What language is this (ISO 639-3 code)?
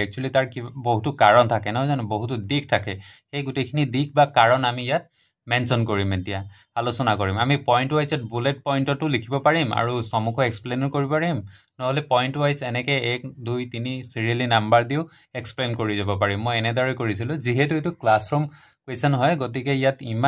asm